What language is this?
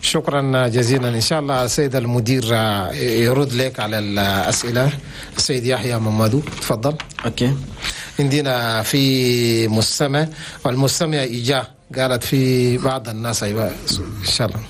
Chadian Arabic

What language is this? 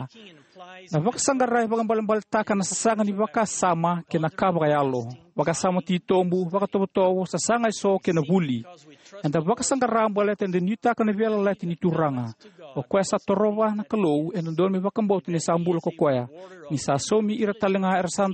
Fijian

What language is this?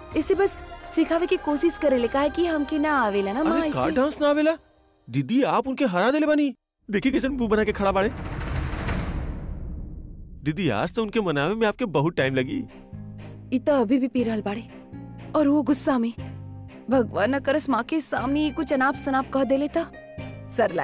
Bhojpuri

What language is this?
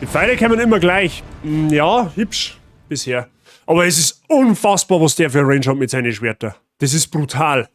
Bavarian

